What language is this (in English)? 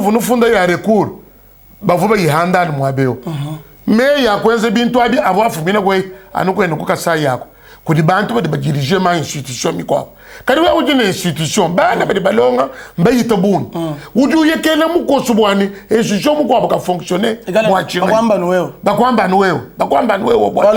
Luba-Lulua